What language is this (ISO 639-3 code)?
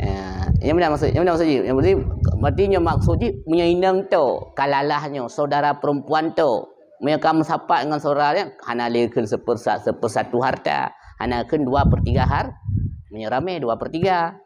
ace